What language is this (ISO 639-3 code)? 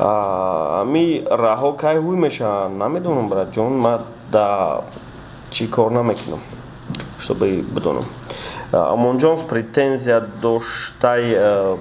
tgk